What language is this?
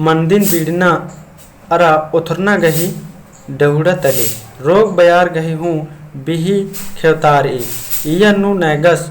Kurukh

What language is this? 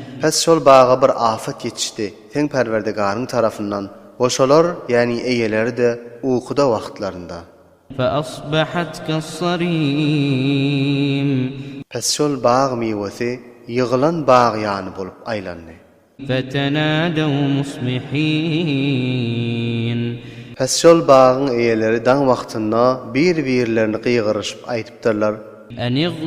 Turkmen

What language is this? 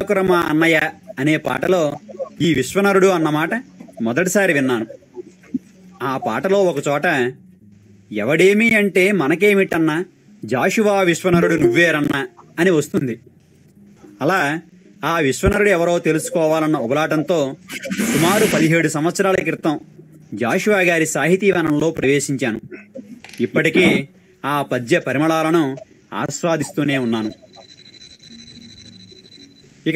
Telugu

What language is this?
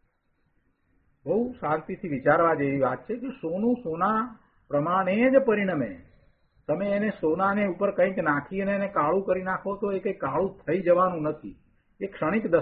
Gujarati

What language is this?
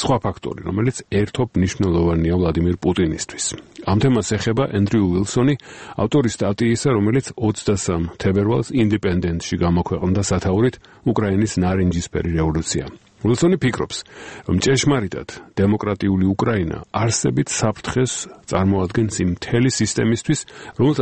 Georgian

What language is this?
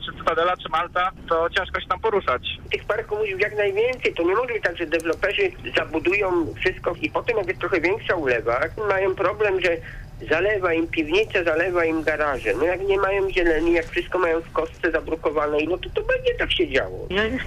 Polish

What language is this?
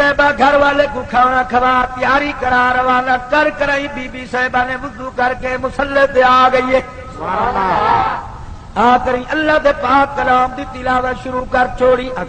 Saraiki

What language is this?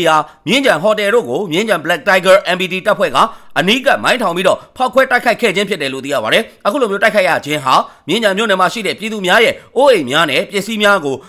Burmese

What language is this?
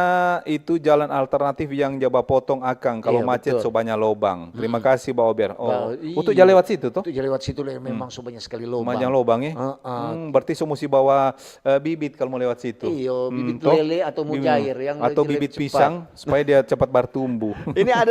Manado Malay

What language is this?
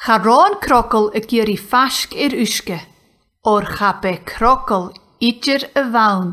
Scottish Gaelic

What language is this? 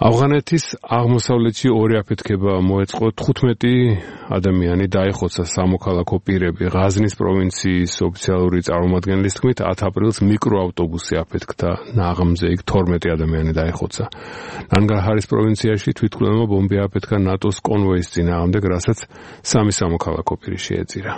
Georgian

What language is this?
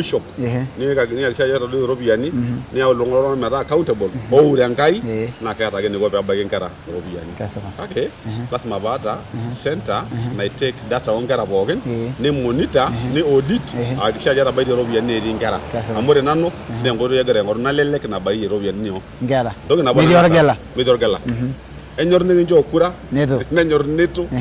Masai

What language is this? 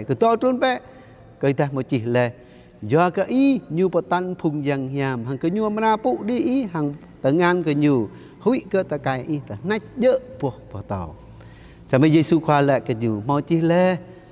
Jarai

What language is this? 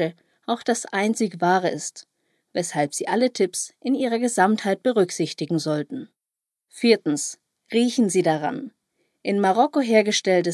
German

